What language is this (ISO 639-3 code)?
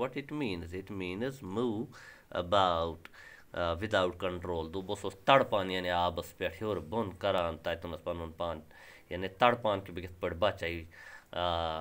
kas